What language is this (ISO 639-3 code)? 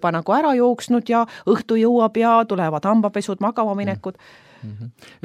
est